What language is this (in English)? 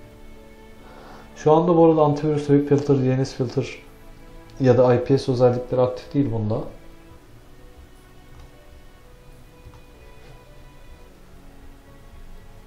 Turkish